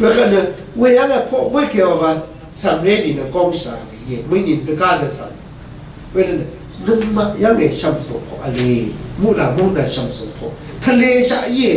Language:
Rawang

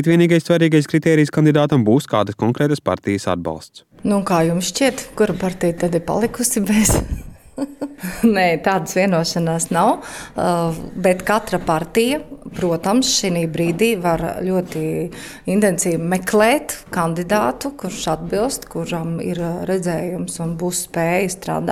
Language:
Latvian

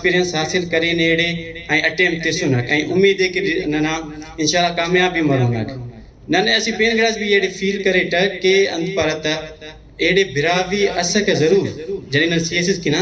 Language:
Brahui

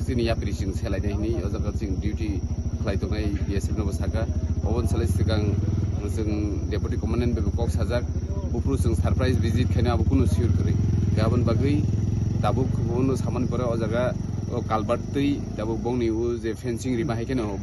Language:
Kok Borok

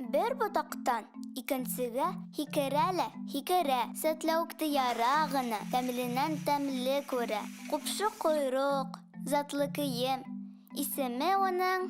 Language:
Bashkir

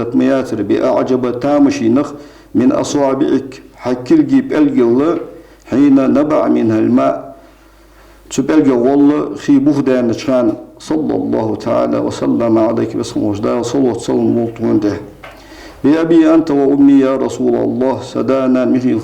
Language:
Ingush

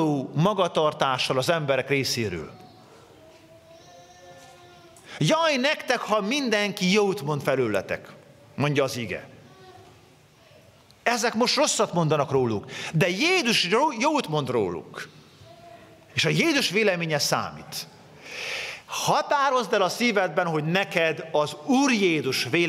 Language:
Hungarian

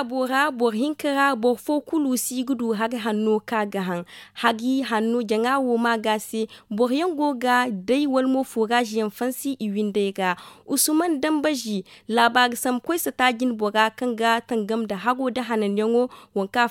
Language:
Zarma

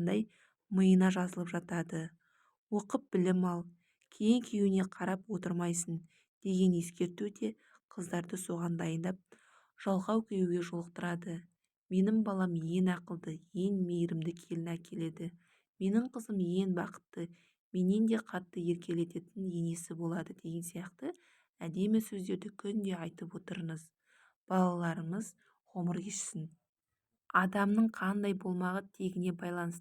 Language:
Kazakh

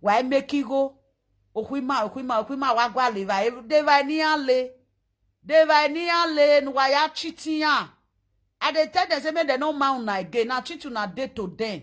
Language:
Nigerian Pidgin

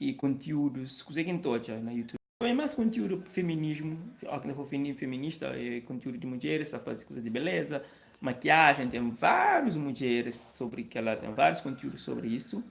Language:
Kabuverdianu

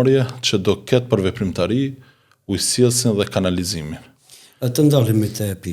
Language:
Albanian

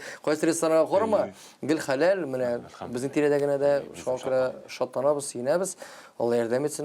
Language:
Tatar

